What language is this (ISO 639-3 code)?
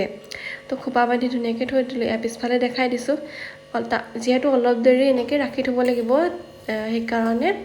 asm